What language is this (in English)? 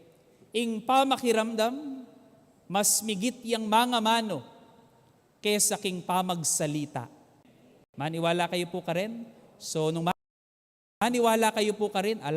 Pampanga